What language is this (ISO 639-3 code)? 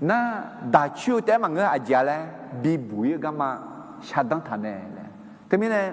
ahk